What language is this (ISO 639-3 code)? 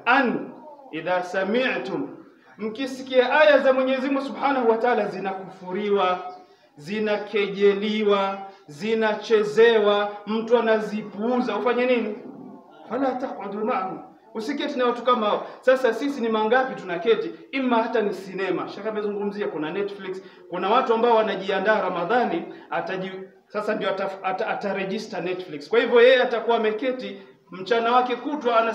swa